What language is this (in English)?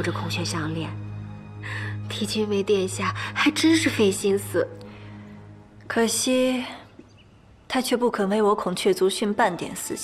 Chinese